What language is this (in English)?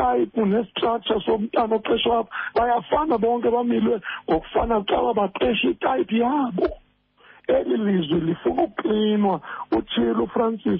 Xhosa